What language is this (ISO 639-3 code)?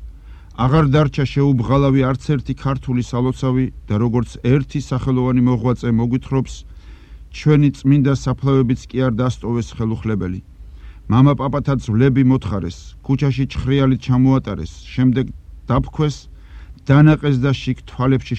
kat